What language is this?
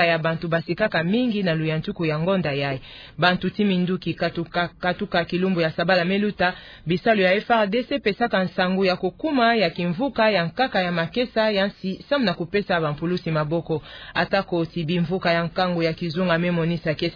Kituba (Democratic Republic of Congo)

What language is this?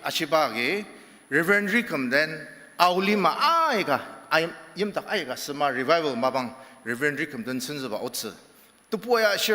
Ao Naga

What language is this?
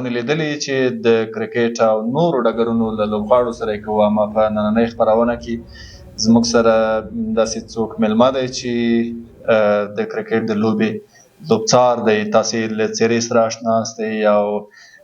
Pashto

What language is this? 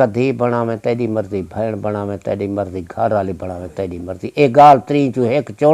Saraiki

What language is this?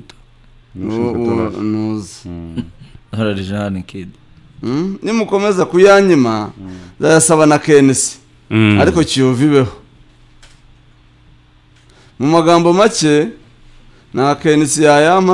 Kinyarwanda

